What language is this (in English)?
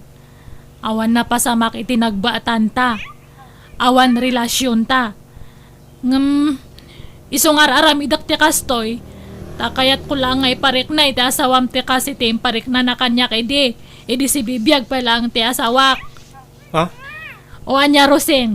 Iloko